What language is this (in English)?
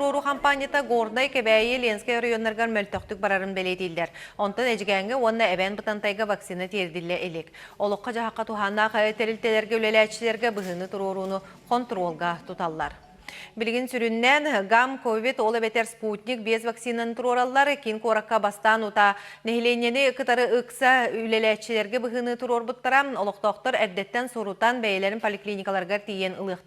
Yakut